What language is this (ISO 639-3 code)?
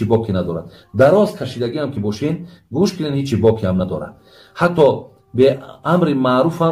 tgk